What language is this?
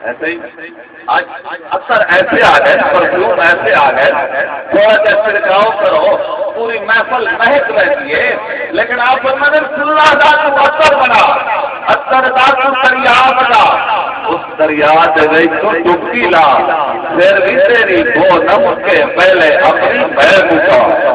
Saraiki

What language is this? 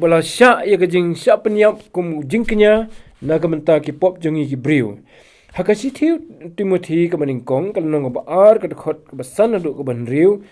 Khasi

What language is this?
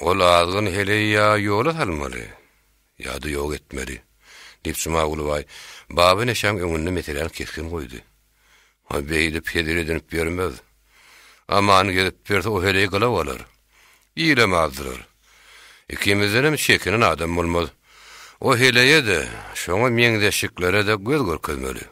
Turkmen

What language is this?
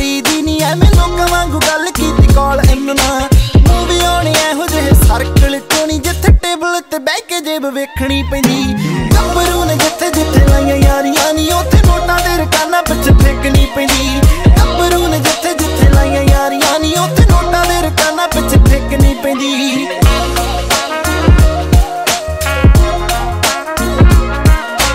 Punjabi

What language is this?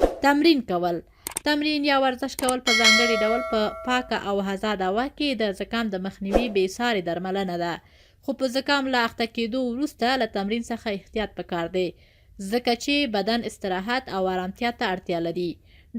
Pashto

